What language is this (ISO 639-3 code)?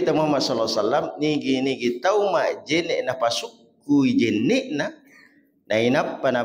bug